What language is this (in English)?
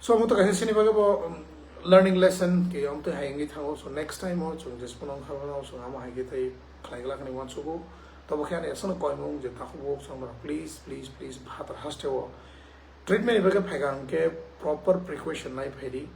Kok Borok